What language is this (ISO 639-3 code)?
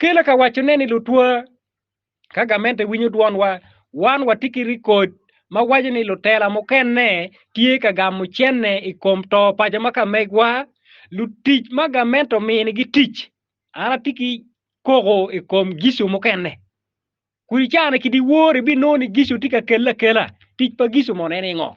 ach